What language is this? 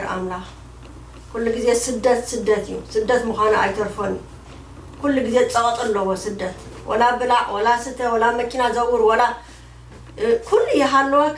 Tigrinya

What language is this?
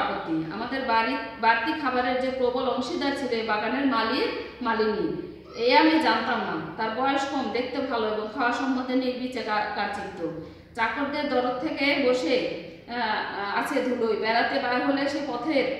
Bangla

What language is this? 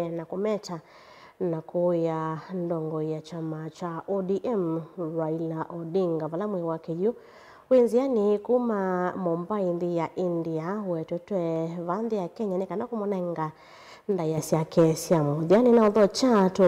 Kamba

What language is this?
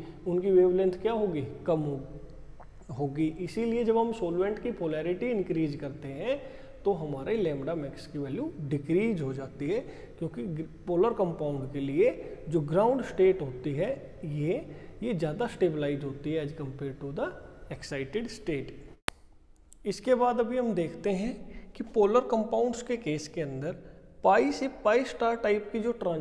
Hindi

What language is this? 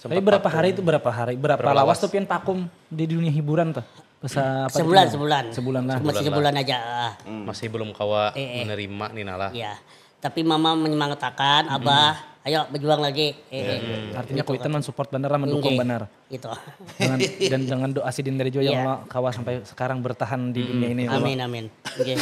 Banjar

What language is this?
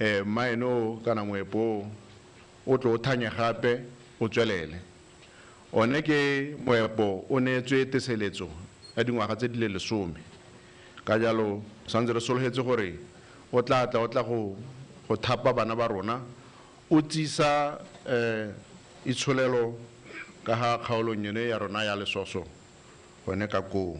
Tswana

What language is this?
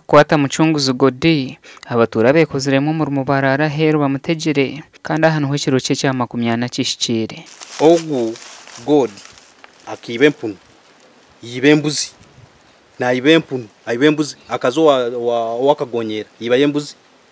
Nyankole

